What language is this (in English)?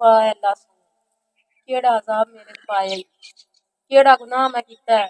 Western Panjabi